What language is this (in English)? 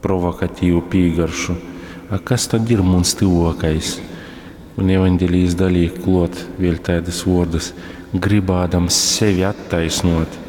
Latgalian